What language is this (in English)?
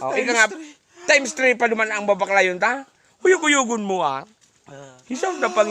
Bikol